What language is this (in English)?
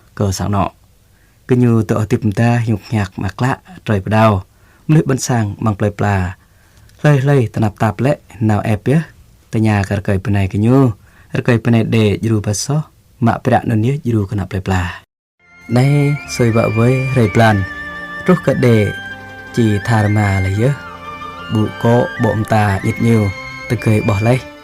Jarai